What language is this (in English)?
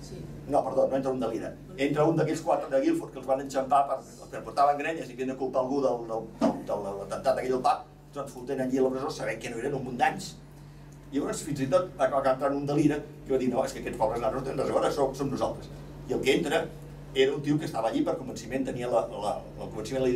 Catalan